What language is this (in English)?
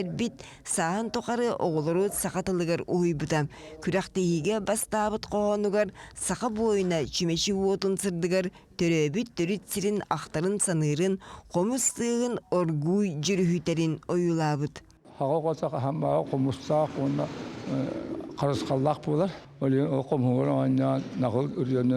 Yakut